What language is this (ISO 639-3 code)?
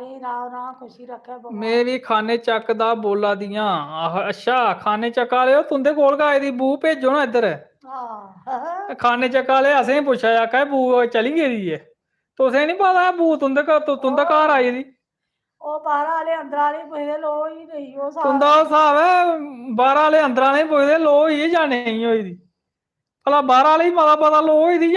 doi